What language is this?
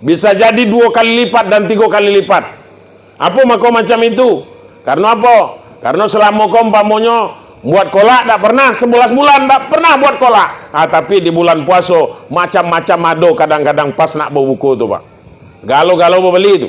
Minangkabau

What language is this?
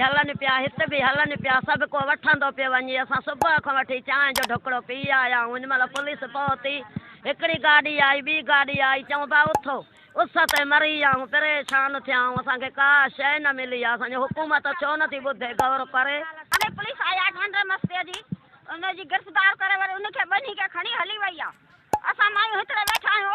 Sindhi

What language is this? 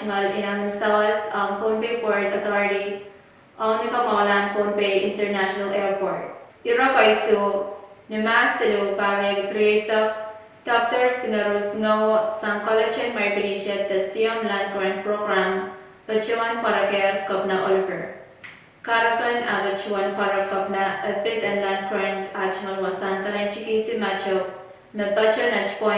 Pohnpeian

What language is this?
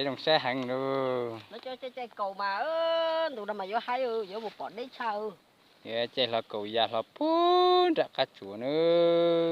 Hmong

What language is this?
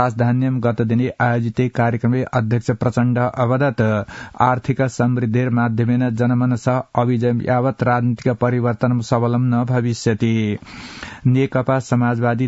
Sanskrit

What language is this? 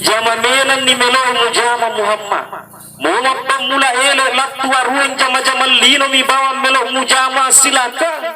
Buginese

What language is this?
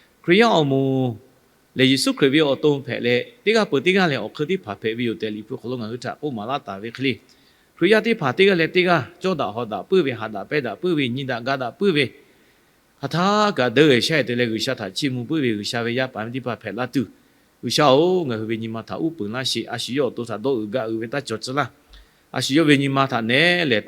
Lahu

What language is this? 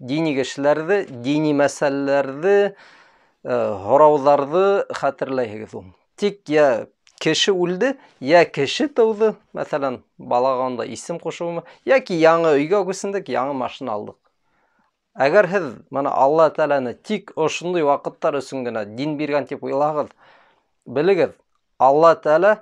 Bashkir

